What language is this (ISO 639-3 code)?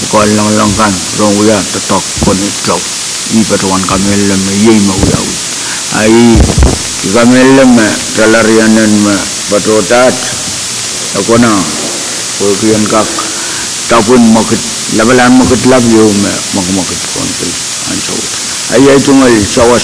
pon